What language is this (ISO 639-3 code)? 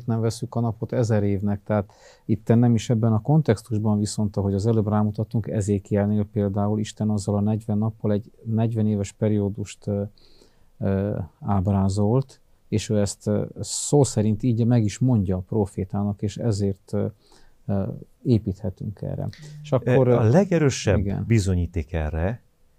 hun